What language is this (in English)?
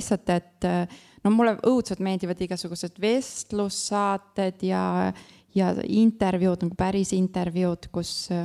Estonian